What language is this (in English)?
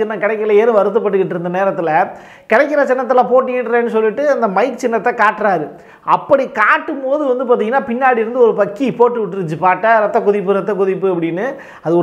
Tamil